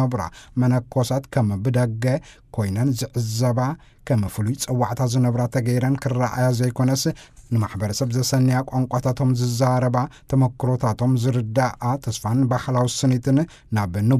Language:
Tigrinya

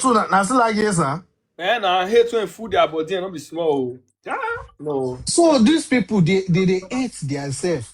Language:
Nigerian Pidgin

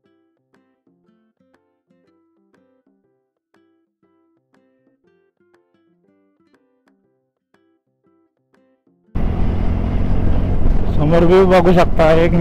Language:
Marathi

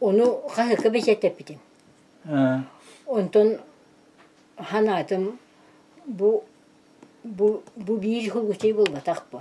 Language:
Yakut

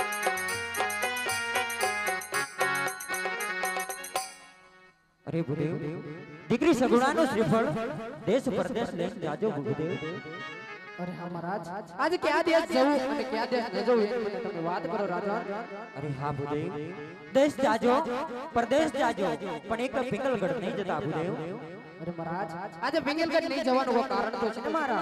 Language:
Gujarati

